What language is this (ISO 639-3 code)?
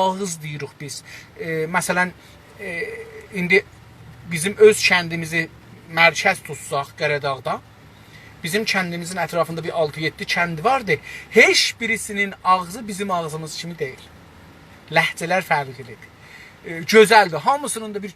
azb